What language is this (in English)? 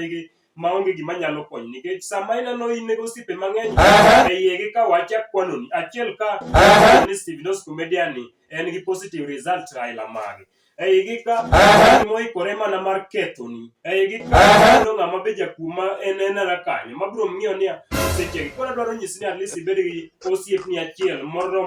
Luo (Kenya and Tanzania)